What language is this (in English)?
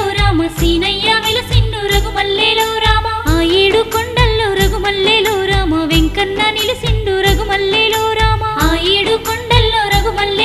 Telugu